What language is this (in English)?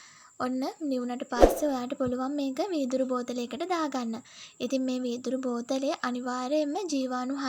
Sinhala